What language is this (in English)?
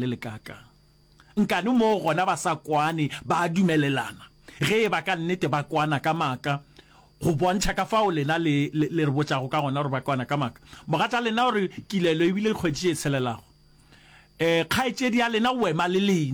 Northern Sotho